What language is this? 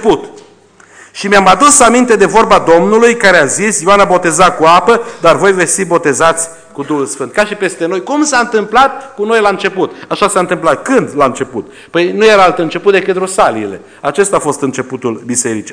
Romanian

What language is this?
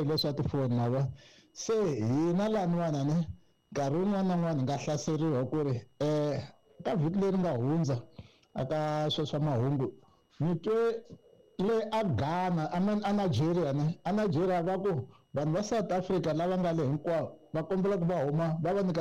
Tsonga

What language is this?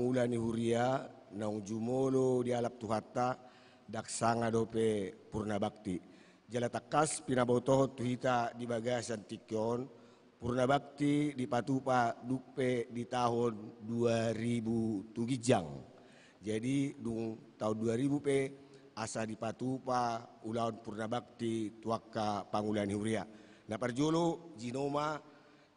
Batak Toba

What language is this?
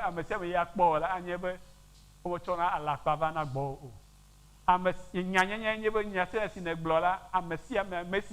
Ewe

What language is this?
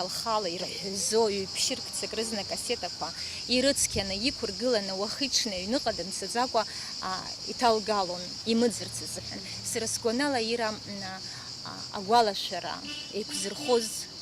Abkhazian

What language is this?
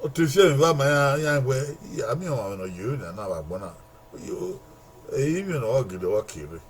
Bini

